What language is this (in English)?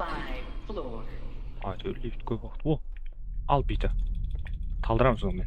Kara-Kalpak